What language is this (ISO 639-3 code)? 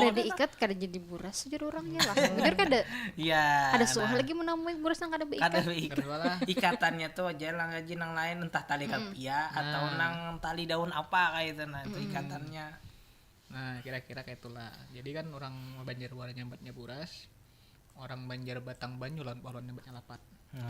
bjn